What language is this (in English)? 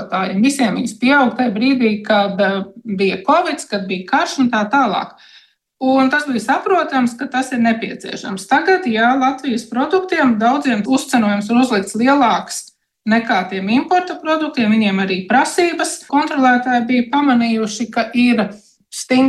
Latvian